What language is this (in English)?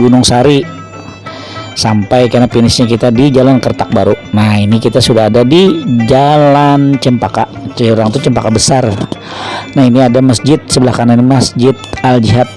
Banjar